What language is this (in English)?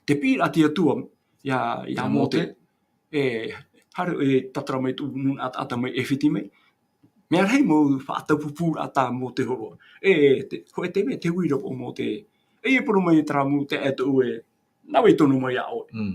Tahitian